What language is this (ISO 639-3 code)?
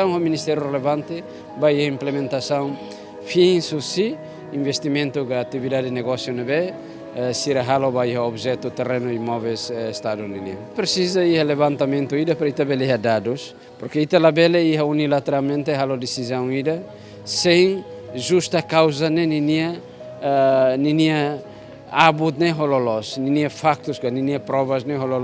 tet